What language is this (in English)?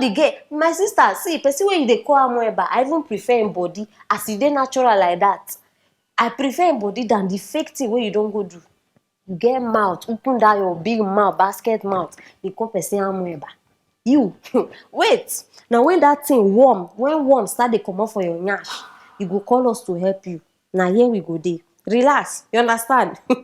Nigerian Pidgin